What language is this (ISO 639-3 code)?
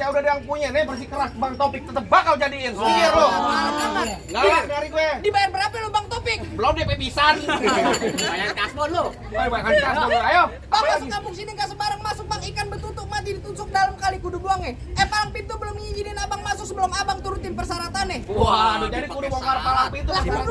bew